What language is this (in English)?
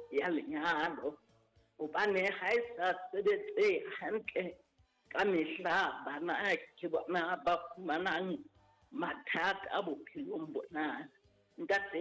Southern Sotho